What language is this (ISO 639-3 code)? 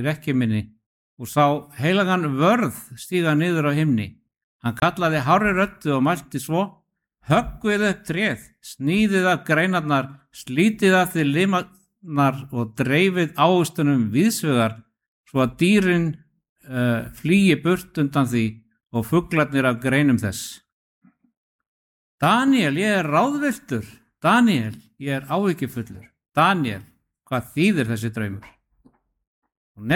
isl